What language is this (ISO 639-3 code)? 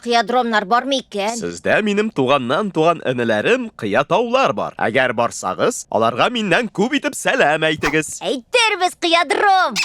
tat